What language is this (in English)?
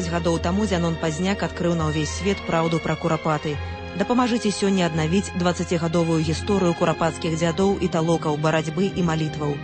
Belarusian